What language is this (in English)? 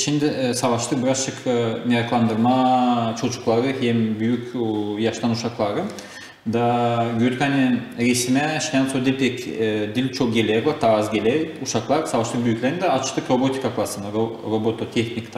Gagauz